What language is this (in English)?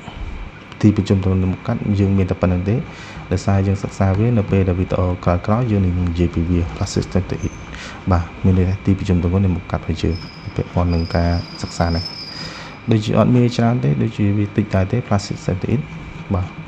Khmer